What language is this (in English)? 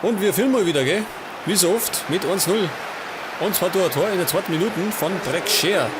Bavarian